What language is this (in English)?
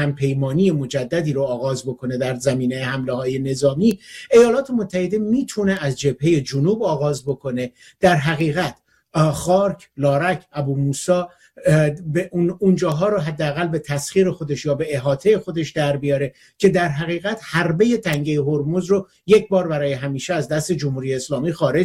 Persian